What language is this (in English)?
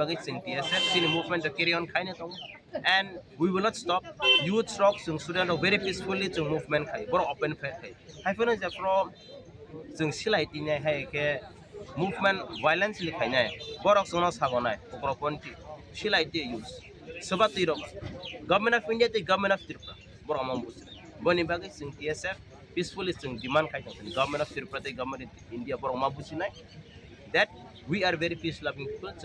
Kok Borok